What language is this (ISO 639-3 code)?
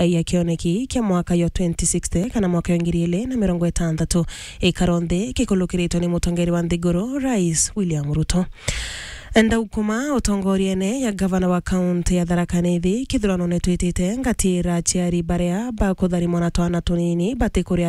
mer